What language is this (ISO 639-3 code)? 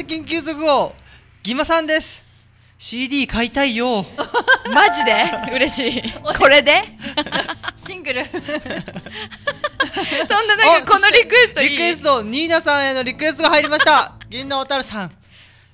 jpn